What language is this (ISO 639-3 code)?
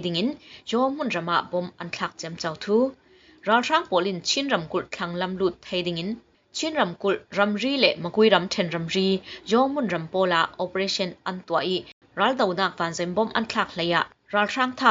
cfm